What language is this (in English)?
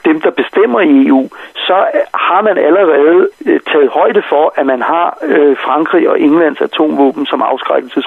Danish